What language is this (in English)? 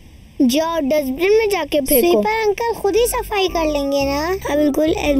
Hindi